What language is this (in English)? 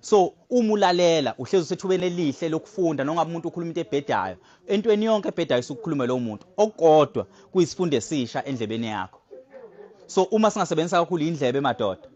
Zulu